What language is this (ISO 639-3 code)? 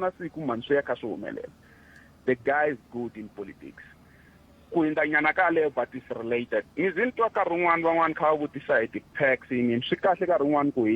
tso